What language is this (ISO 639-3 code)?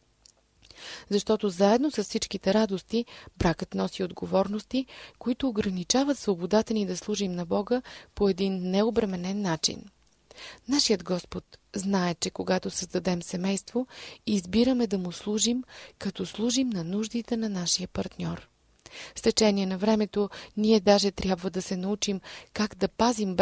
bul